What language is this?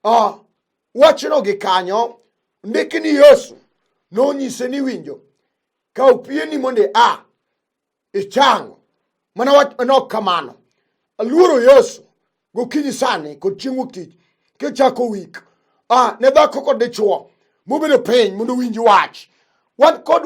Luo (Kenya and Tanzania)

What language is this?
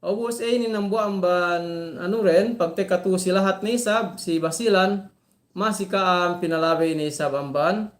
Yakan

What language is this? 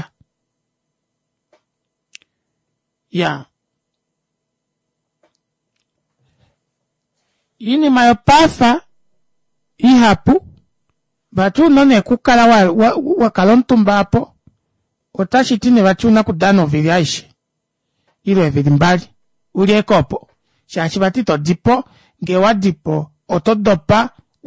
Swahili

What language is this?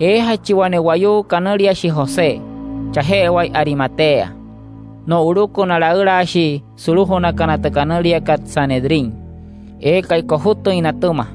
Wayuu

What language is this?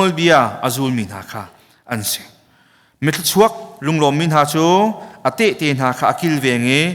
Hakha Chin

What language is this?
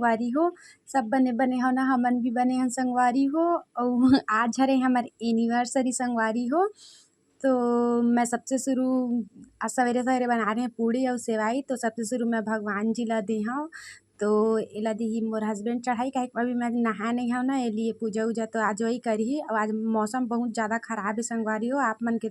Chhattisgarhi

